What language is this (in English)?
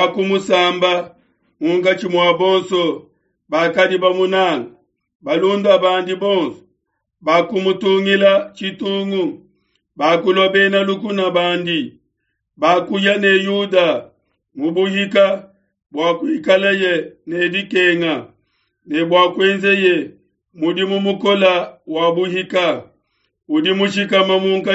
Luba-Lulua